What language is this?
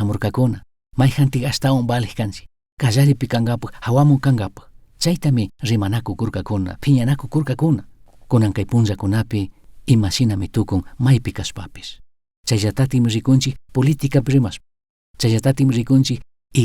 Chimborazo Highland Quichua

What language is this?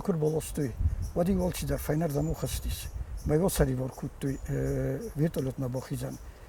Ossetic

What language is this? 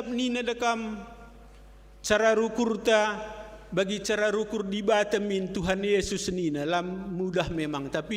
Batak Karo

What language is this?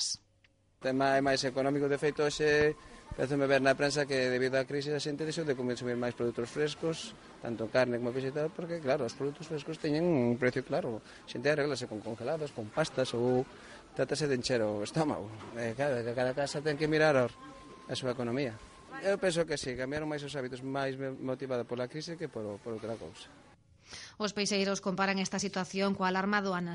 Galician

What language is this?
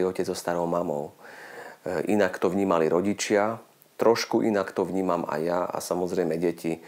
Slovak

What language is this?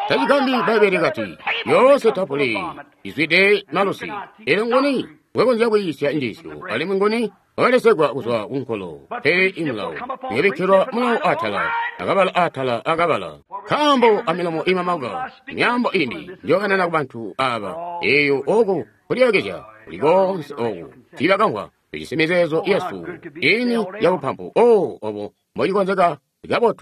Tonga (Zambia)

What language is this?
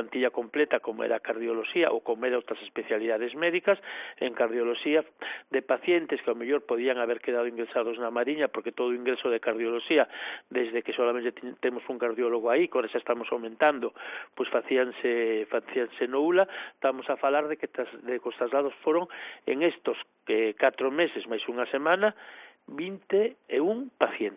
Galician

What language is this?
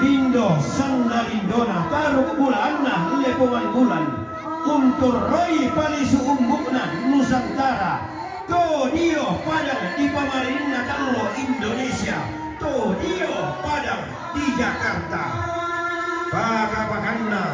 Toraja-Sa'dan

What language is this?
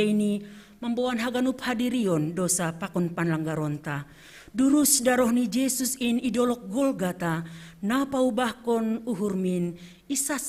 Batak Simalungun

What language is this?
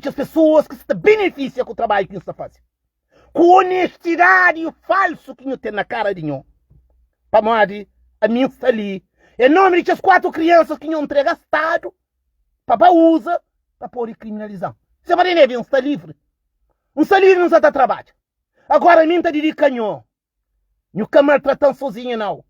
Kabuverdianu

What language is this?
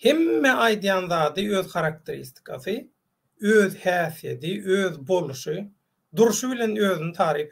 Turkmen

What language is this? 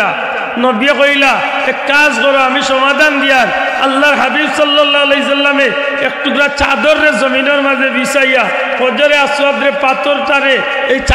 Sylheti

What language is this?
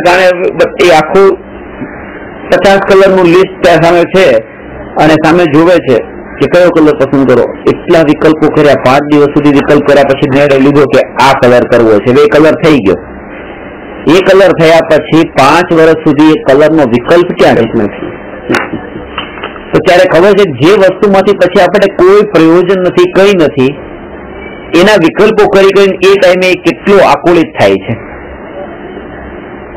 Gujarati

